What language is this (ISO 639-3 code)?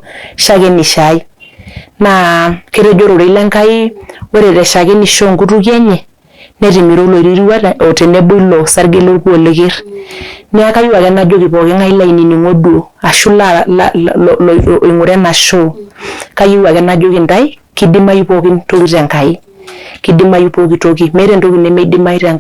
mas